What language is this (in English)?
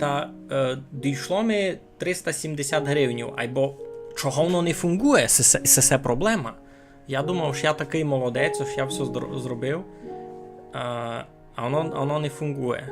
Rusyn